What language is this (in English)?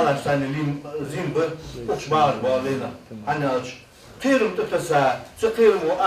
Ingush